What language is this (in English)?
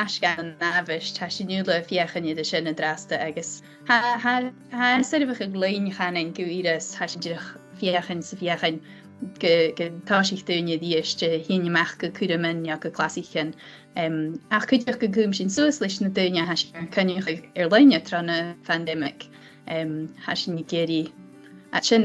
Scottish Gaelic